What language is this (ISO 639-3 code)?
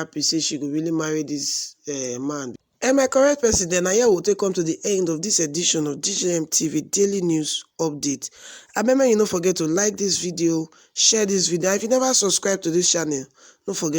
pcm